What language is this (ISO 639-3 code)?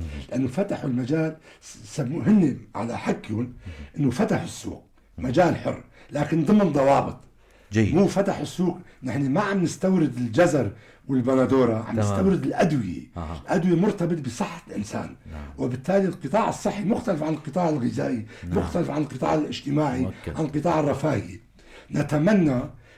apc